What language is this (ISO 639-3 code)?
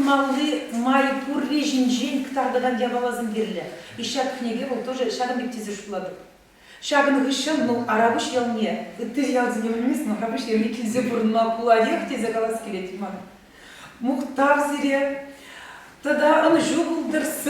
chv